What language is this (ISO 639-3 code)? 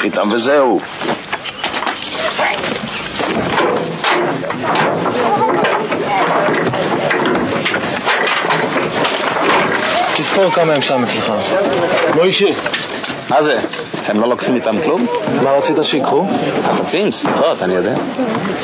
heb